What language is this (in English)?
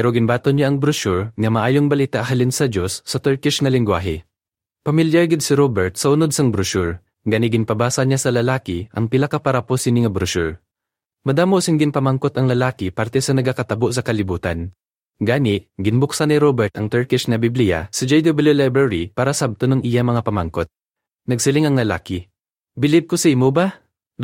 Hiligaynon